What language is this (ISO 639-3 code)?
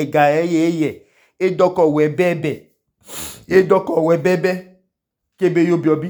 idu